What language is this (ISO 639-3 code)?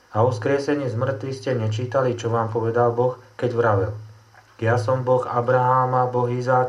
slk